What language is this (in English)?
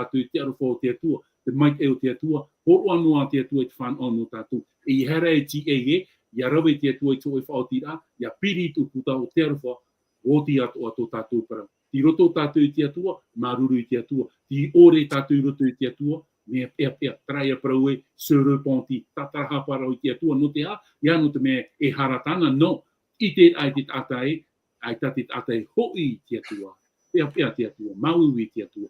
Tahitian